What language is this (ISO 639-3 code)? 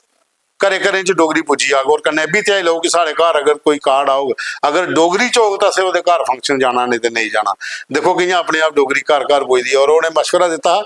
doi